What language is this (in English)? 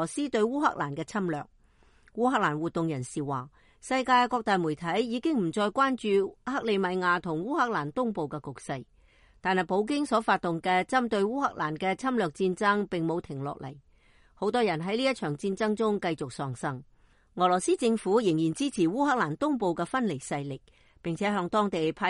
Cantonese